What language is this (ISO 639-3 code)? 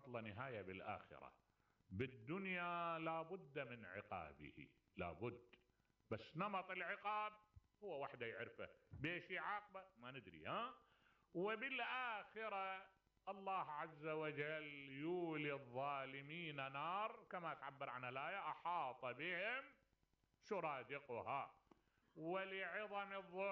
acm